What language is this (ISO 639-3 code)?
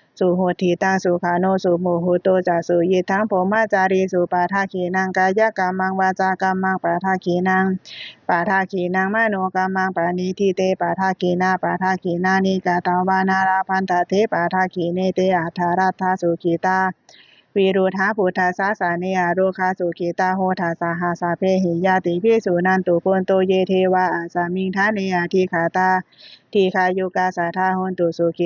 pli